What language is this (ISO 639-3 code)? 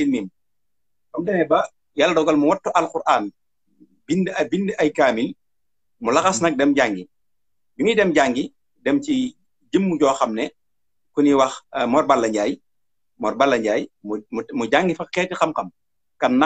wol